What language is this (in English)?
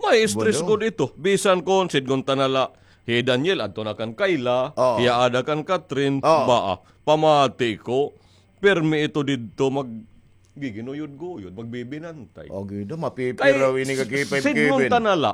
Waray